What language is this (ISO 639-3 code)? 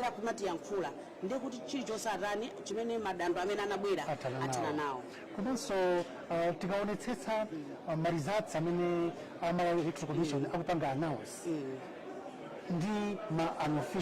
nya